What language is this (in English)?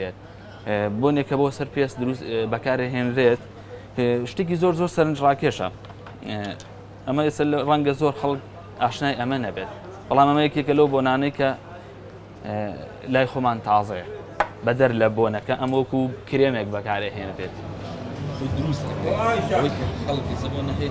Central Kurdish